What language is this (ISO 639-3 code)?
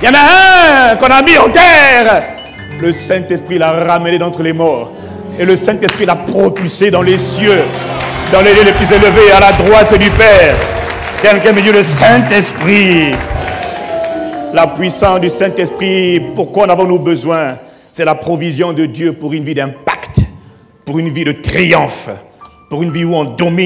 fra